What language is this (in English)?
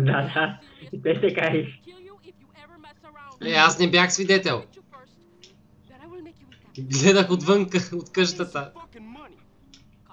Bulgarian